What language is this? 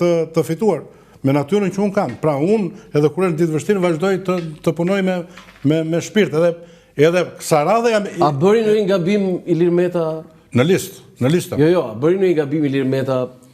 Albanian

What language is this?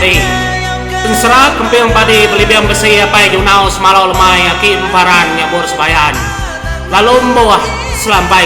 Iban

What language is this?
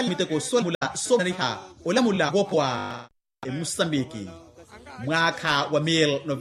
Makhuwa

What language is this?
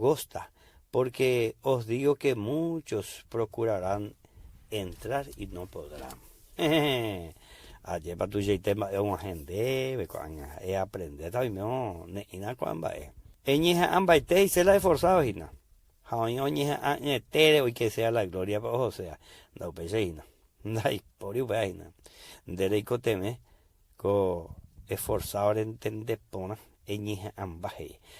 Guarani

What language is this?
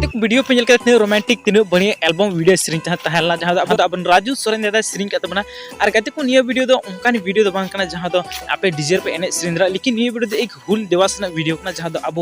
Santali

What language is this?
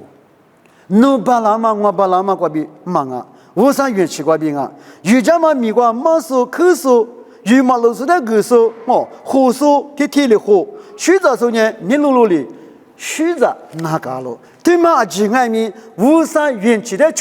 Lisu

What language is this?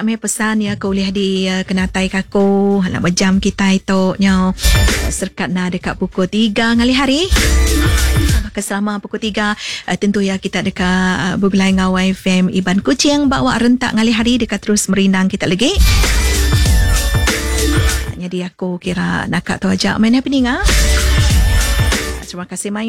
Iban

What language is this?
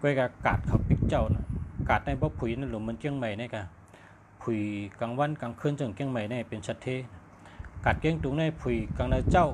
Shan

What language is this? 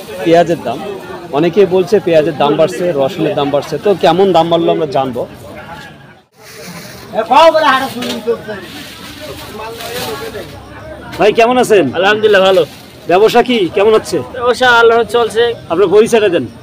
Bangla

